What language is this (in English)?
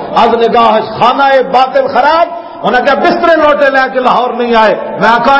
Western Panjabi